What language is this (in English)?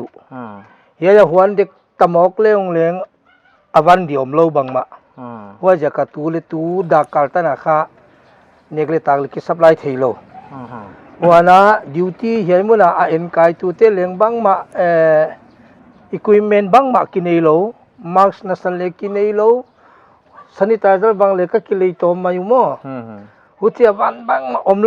Paite Chin